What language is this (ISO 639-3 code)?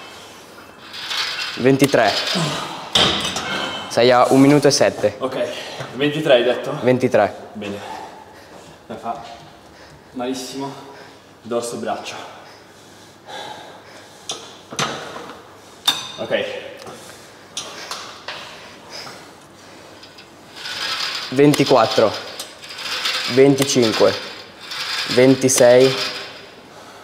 ita